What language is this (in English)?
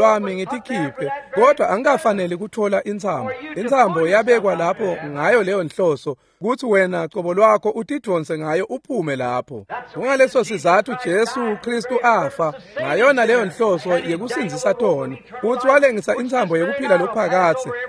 Swati